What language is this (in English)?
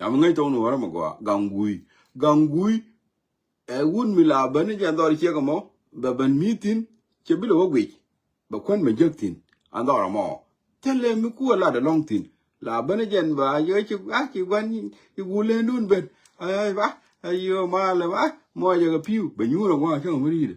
Nuer